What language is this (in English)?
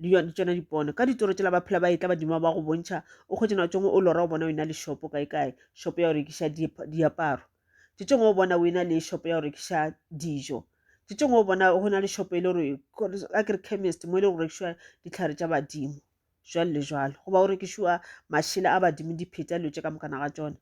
Northern Sotho